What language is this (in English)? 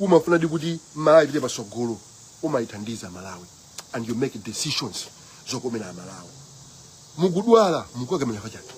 Nyanja